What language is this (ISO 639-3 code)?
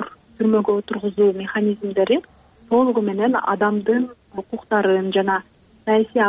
kir